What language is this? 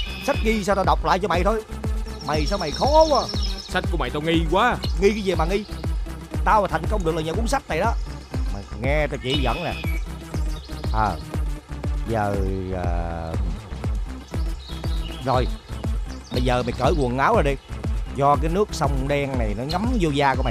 Vietnamese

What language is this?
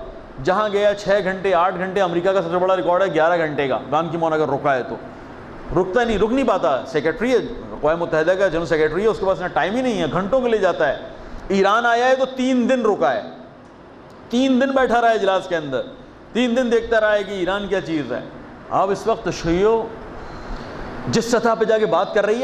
Urdu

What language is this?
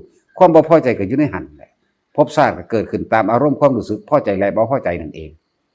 Northeastern Thai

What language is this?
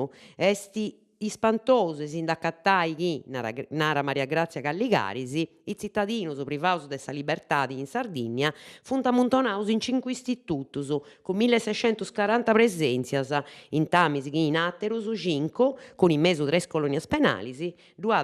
Sardinian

